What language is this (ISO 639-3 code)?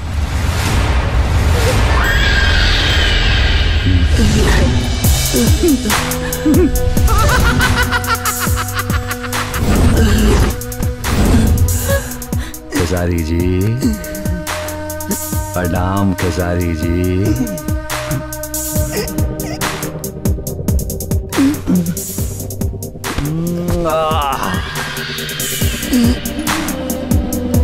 bho